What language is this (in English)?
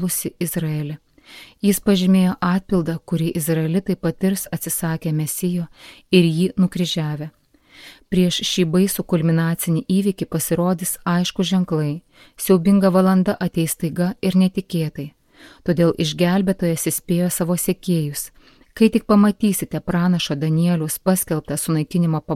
Lithuanian